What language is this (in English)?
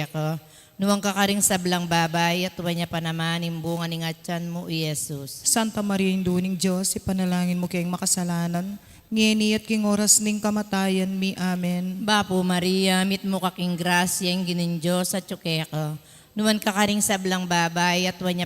Pampanga